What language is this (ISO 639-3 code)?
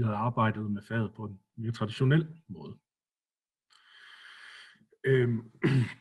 dan